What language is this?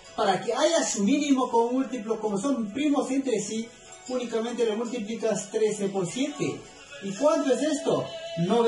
Spanish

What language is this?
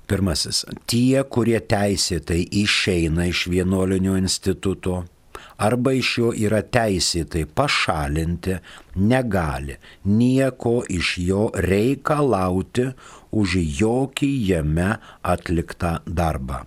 Lithuanian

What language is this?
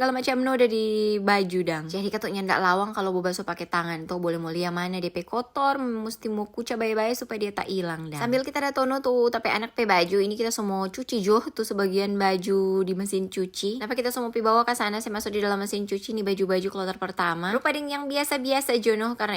Manado Malay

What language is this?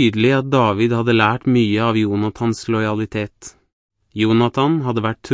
Norwegian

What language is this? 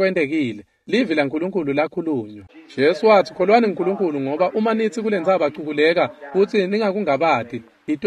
Swati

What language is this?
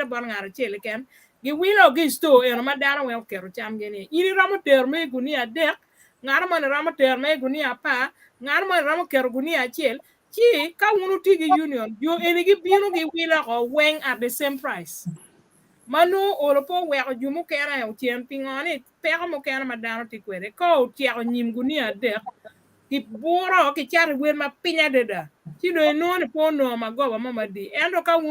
Acoli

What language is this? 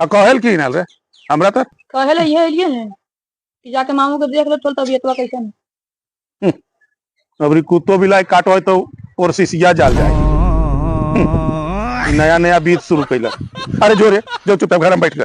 Magahi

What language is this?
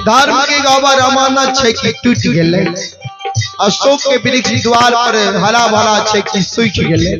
Maithili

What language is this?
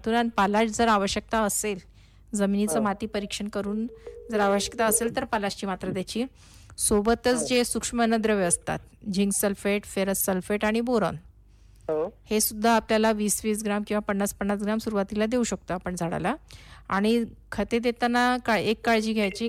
Marathi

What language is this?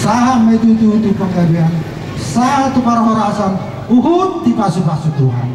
Batak Toba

